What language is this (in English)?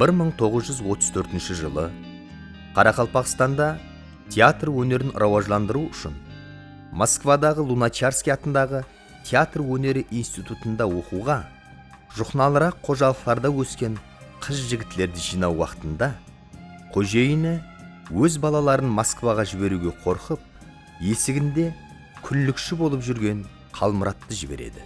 Kara-Kalpak